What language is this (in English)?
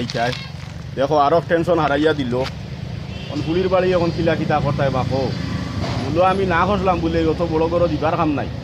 Sylheti